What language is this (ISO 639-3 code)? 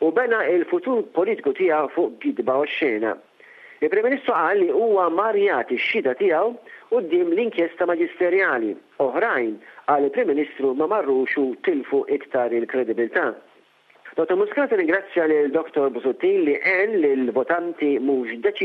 mlt